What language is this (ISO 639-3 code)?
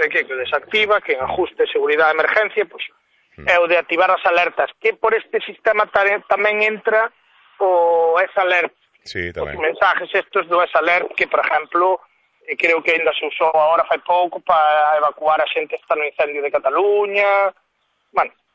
glg